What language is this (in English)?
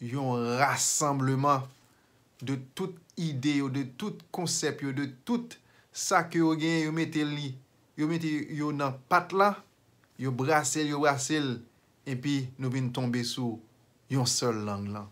Haitian Creole